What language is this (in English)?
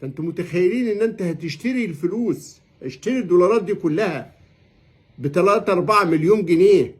Egyptian Arabic